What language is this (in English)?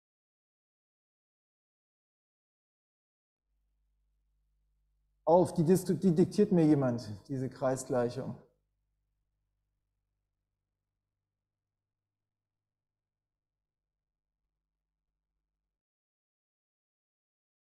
German